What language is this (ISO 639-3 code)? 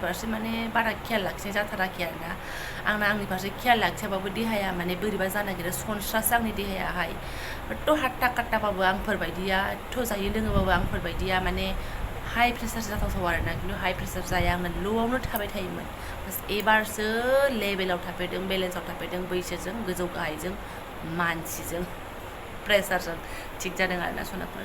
brx